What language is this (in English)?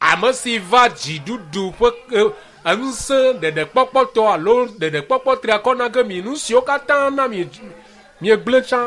Ewe